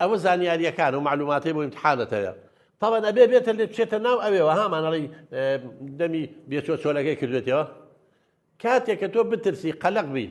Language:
Central Kurdish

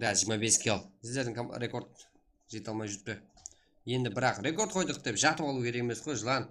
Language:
Kara-Kalpak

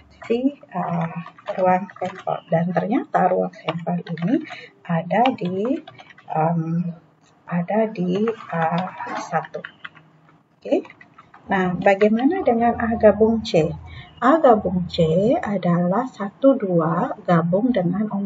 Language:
Indonesian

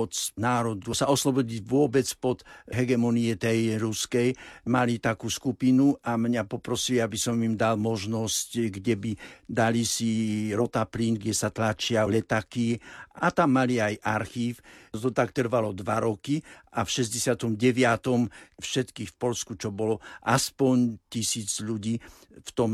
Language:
Slovak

